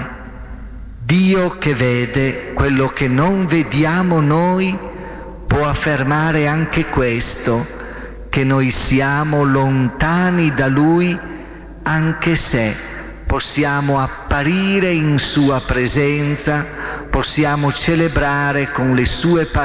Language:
Italian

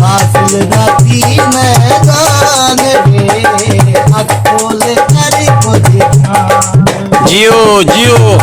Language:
Saraiki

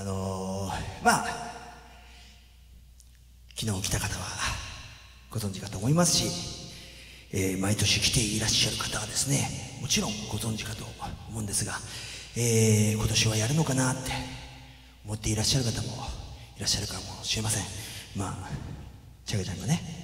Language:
Japanese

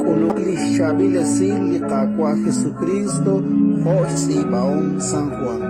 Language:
Kekchí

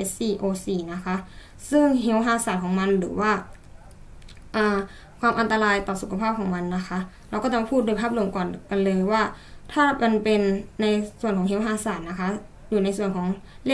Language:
Thai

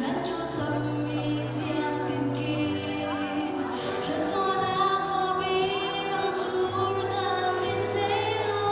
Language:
Falam Chin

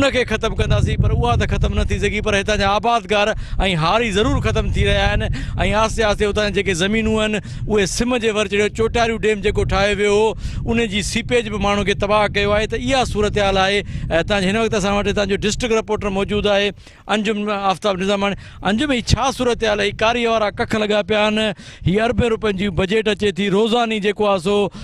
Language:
Sindhi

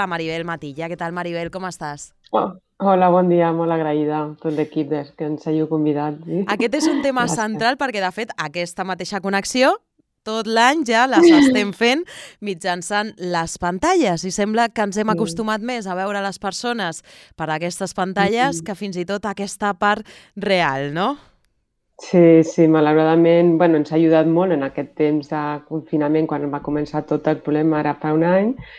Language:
Catalan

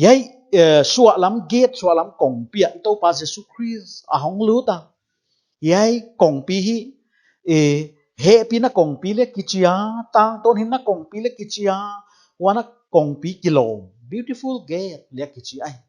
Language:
Paite Chin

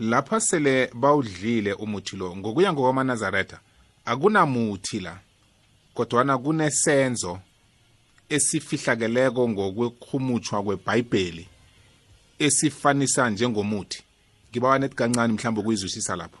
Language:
South Ndebele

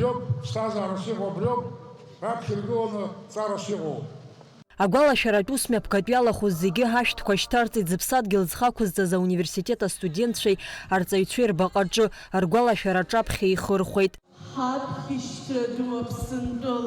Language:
Abkhazian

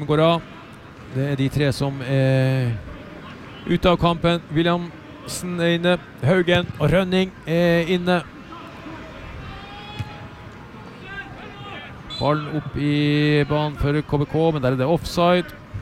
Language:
Norwegian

